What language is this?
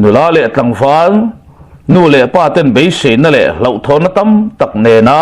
Mizo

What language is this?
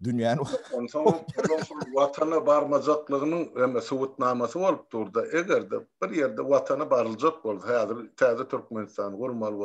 Turkmen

